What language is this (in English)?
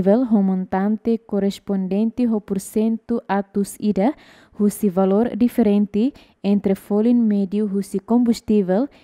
Tetum